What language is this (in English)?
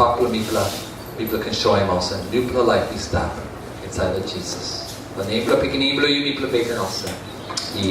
Tok Pisin